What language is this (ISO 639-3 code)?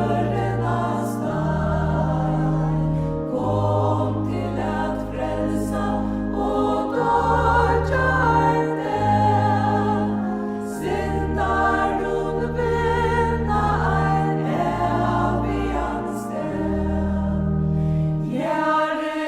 fao